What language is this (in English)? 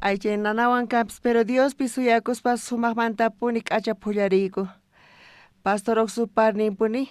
South Bolivian Quechua